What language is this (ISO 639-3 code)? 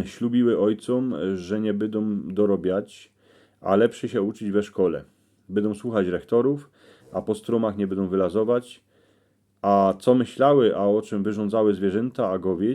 szl